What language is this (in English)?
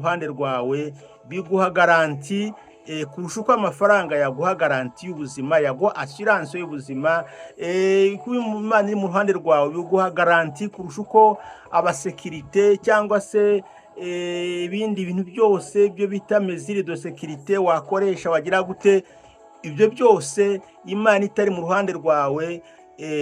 Kinyarwanda